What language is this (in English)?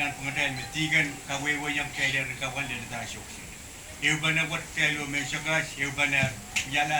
Pohnpeian